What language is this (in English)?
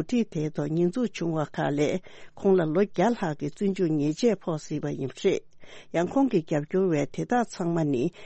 Tibetan